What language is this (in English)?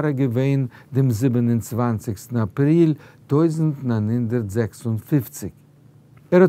Yiddish